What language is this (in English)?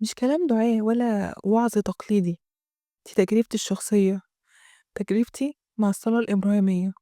Egyptian Arabic